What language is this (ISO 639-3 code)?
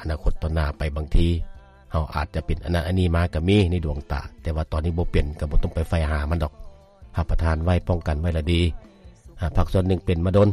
lao